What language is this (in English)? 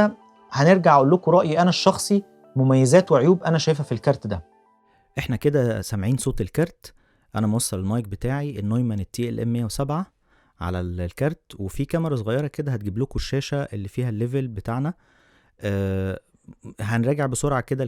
Egyptian Arabic